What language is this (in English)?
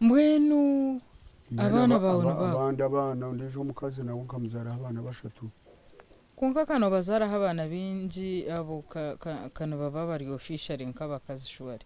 Nyankole